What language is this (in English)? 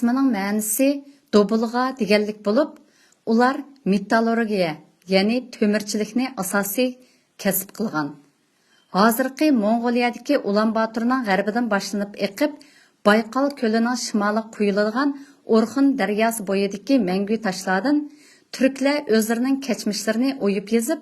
Uyghur